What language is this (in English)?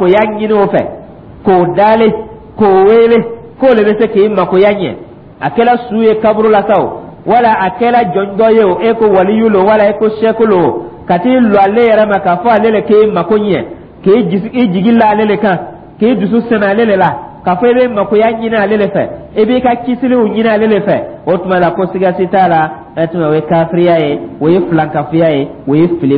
Dyula